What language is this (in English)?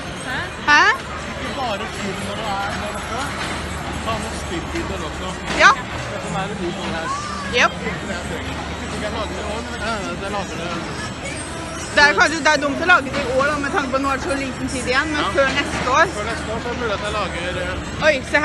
Norwegian